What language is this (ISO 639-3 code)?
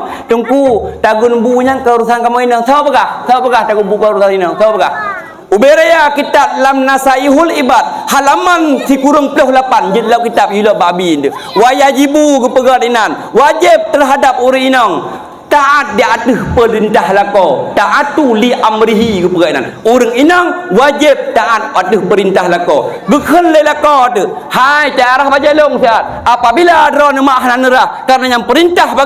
ace